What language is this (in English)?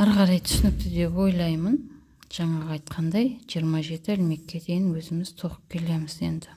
Kazakh